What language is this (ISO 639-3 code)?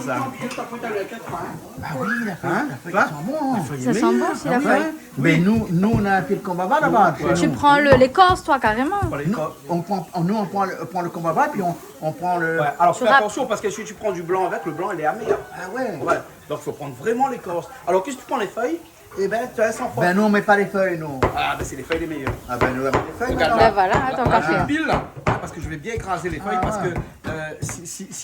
rcf